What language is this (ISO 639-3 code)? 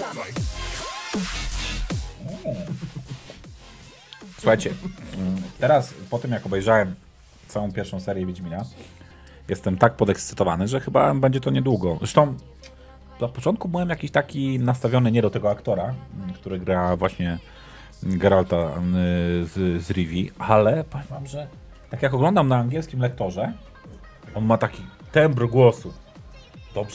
pol